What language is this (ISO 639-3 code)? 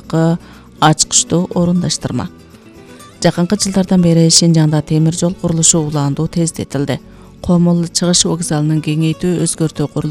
kir